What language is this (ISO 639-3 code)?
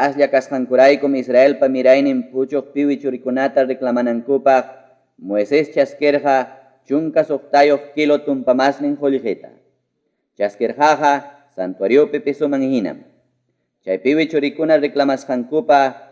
quy